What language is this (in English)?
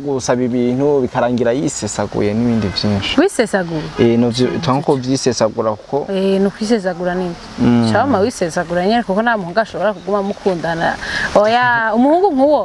Rundi